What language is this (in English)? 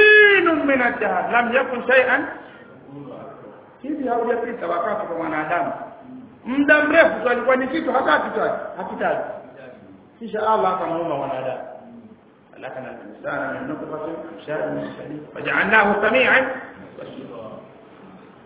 Swahili